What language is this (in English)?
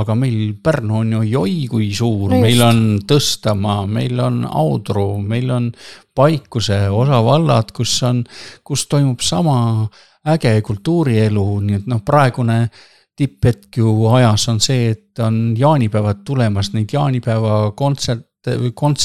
Estonian